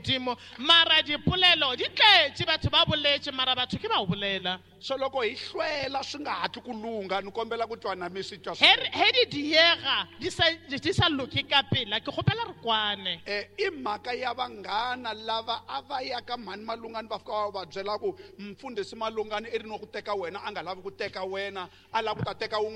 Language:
Tsonga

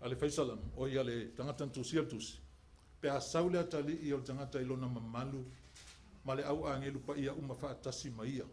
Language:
Samoan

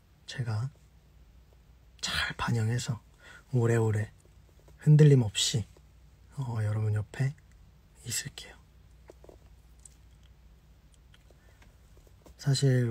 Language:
Korean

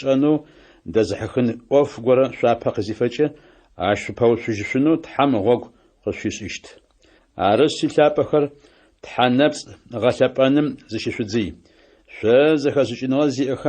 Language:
Adyghe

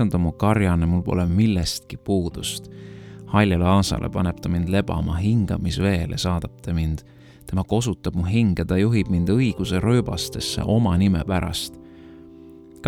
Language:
Estonian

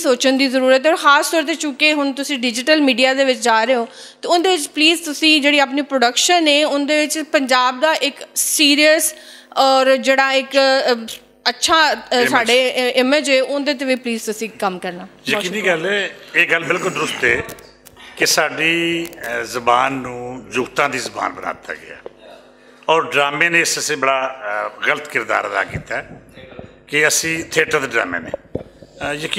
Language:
Western Panjabi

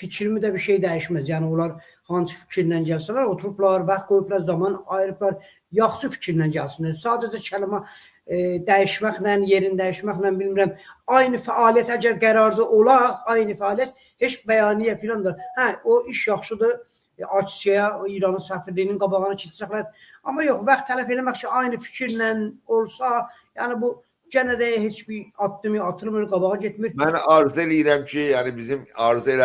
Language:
South Azerbaijani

